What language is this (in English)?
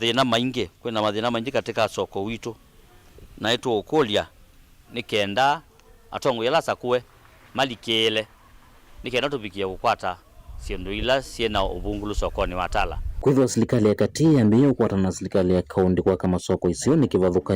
Kamba